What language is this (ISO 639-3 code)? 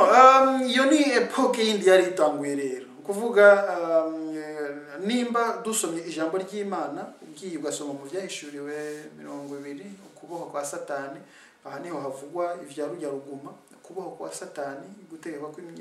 run